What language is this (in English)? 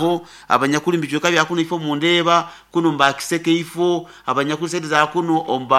Nyoro